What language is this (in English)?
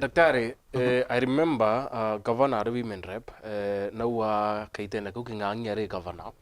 Meru